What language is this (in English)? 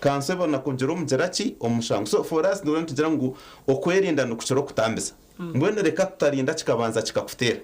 Nyankole